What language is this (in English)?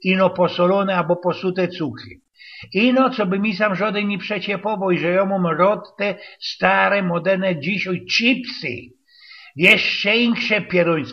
Silesian